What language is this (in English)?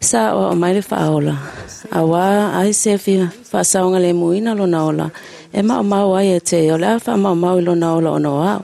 Samoan